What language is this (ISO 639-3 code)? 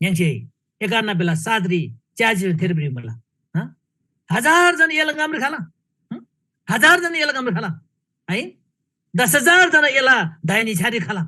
taj